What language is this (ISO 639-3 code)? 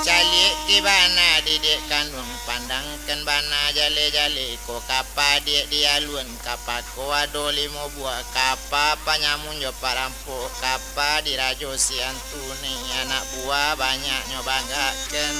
min